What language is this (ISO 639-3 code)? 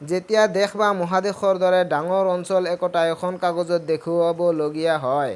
asm